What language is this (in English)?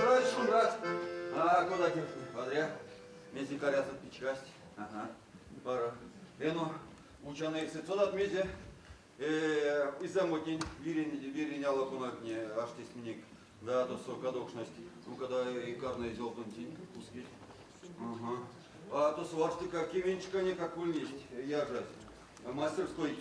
Erzya